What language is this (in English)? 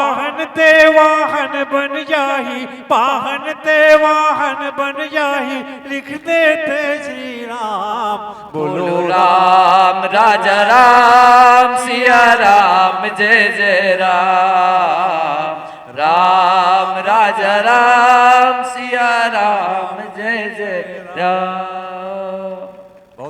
Chhattisgarhi